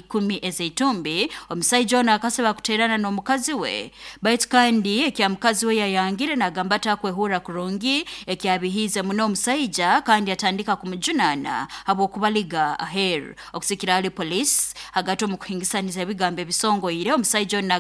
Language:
Nyoro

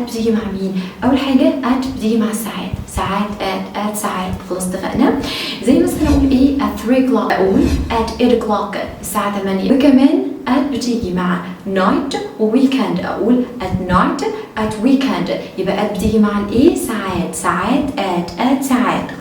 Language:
Egyptian Arabic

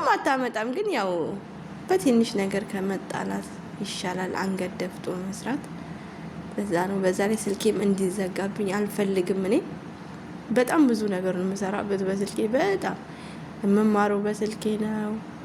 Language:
Amharic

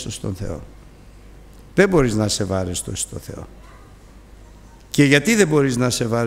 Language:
Greek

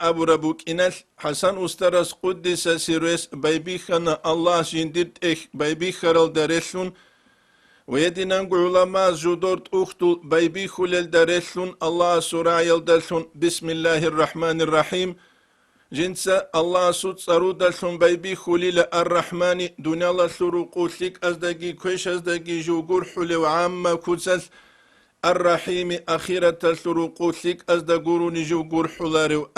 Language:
Avaric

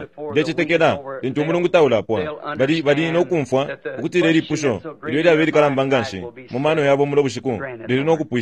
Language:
Bemba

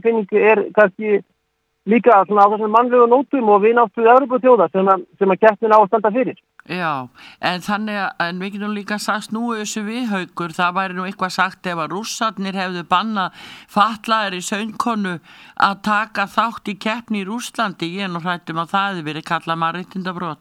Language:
Icelandic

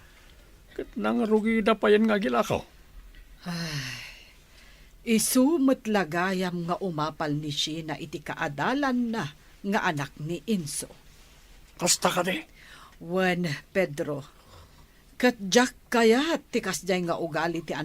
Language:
Iloko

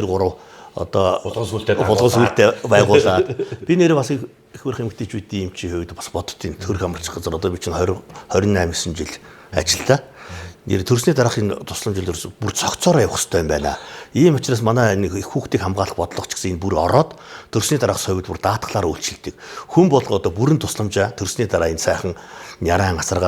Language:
Mongolian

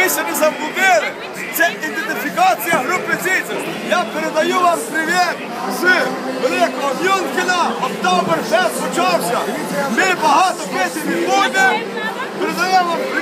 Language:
Ukrainian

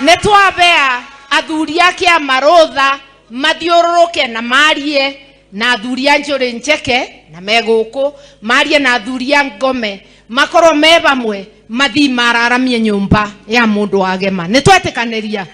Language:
Kikuyu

